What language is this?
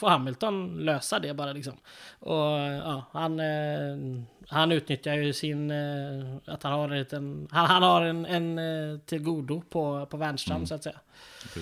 Swedish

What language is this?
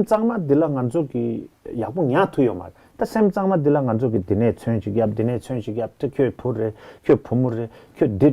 Tibetan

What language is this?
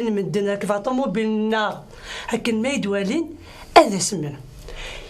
Kabyle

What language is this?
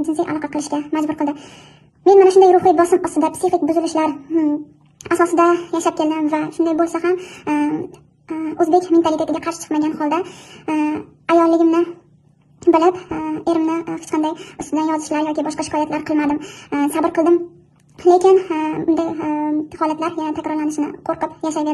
Uzbek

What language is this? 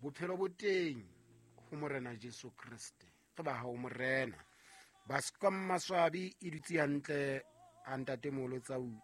Southern Sotho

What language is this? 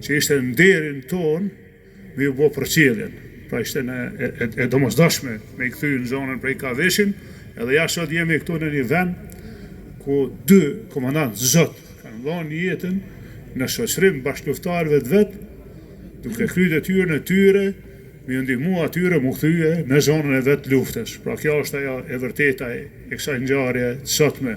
Albanian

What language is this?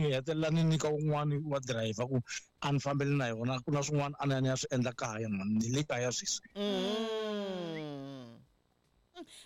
Tsonga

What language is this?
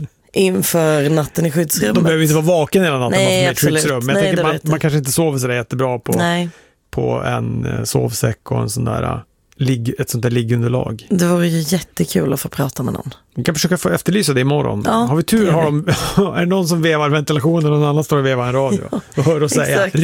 Swedish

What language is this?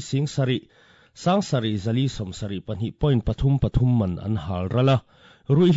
Mizo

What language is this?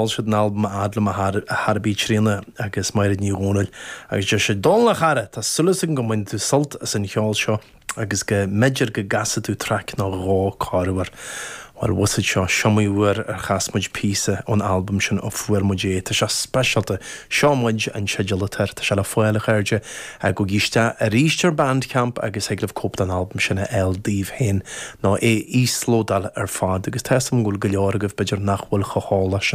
Irish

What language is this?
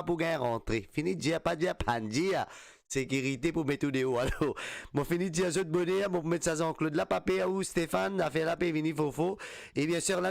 Morisyen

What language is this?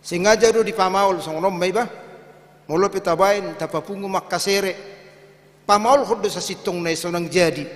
Batak Toba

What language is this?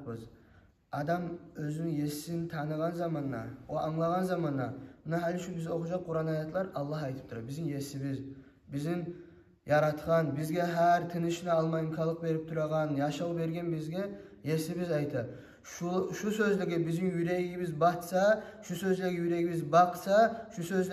Kumyk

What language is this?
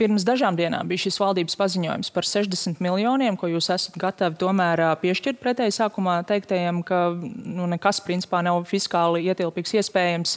Latvian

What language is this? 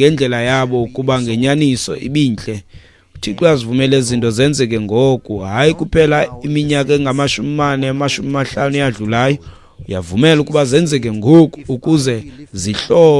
Xhosa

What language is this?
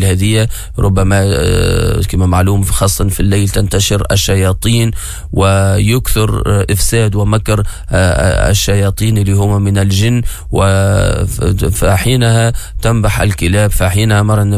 Tunisian Arabic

